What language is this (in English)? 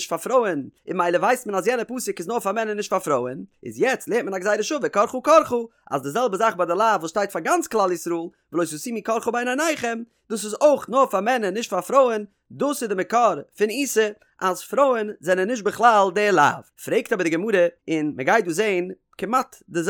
Yiddish